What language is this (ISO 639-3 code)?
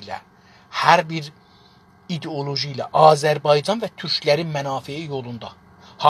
azb